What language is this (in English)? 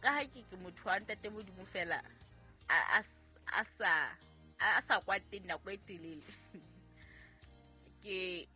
Southern Sotho